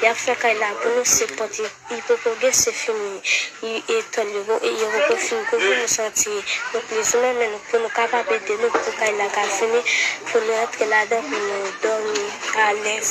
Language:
Haitian Creole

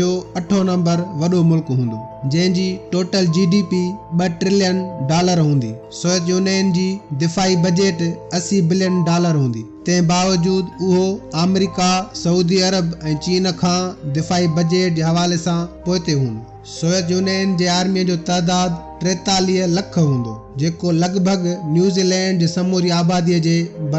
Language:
Sindhi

